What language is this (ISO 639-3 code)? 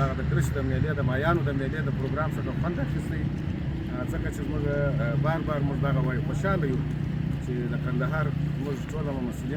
pus